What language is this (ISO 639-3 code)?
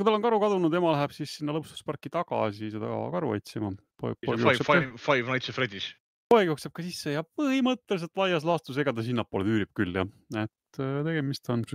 est